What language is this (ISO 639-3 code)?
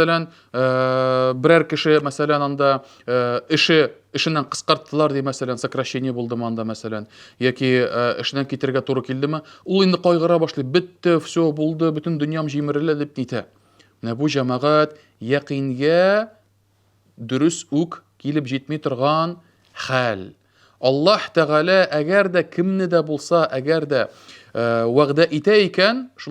tat